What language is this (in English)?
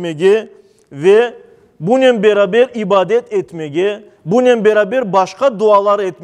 Crimean Tatar